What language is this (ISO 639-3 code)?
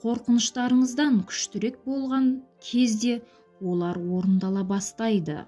kaz